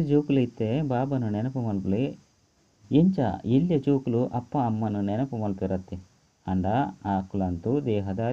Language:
Tulu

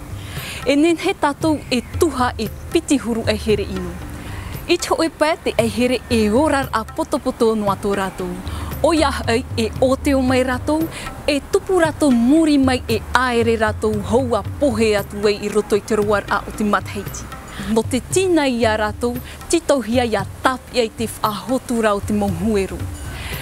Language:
Tahitian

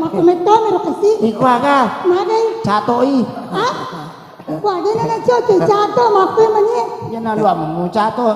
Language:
Buginese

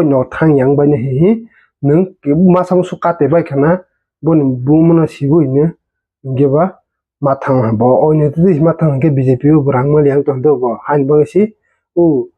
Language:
Kok Borok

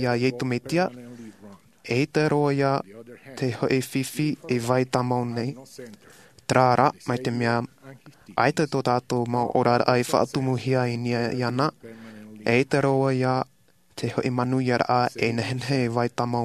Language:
Tahitian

